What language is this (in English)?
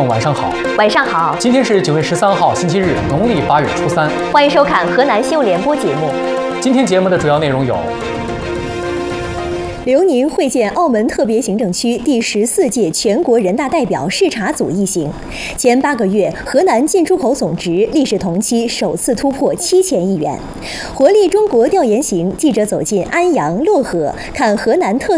Chinese